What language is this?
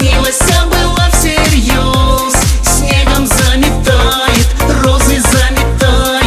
Russian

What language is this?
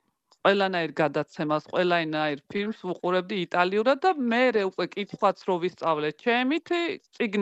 Georgian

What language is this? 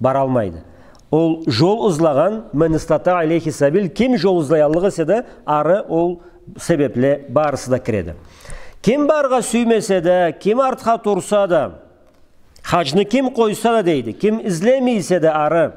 Karachay-Balkar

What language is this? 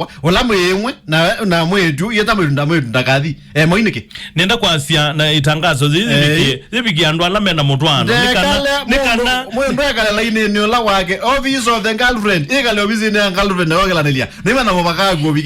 Kamba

